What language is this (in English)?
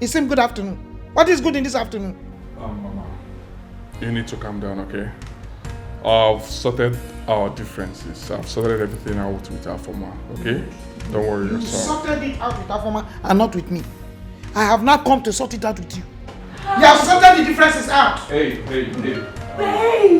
Nigerian Pidgin